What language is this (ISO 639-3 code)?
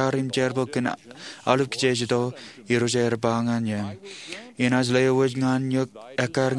mah